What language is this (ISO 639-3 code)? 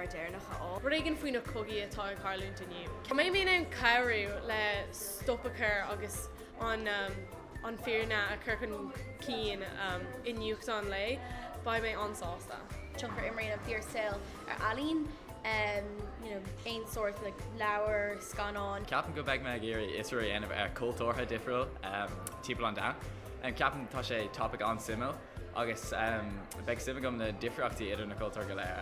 gle